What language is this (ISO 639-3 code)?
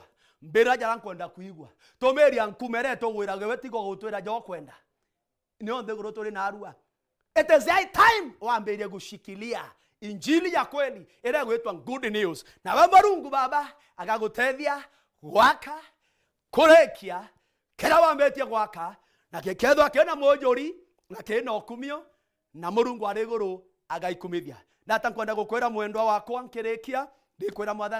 mer